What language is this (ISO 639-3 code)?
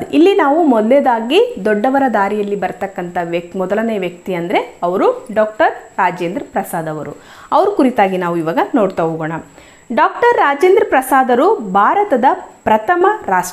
kan